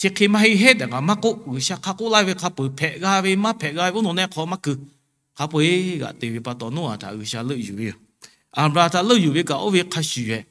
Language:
Lahu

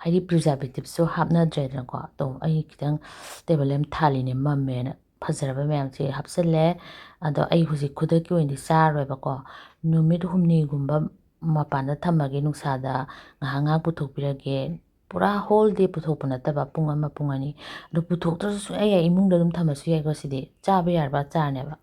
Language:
Manipuri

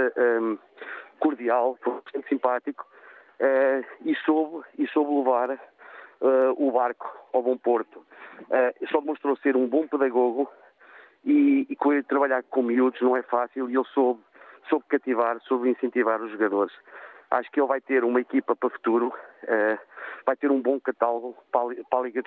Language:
Portuguese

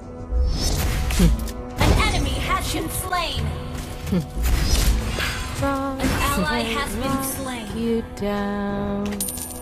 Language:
English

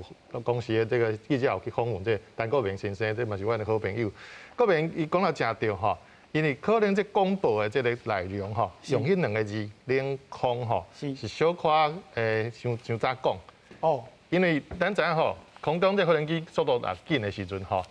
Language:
Min Nan Chinese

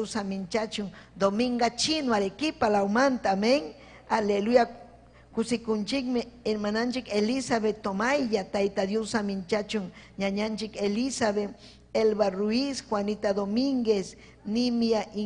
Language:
Ayacucho Quechua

